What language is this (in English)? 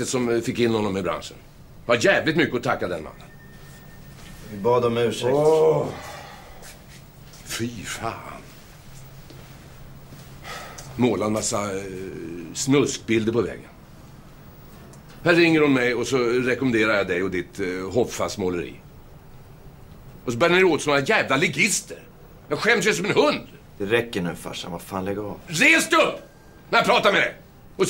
Swedish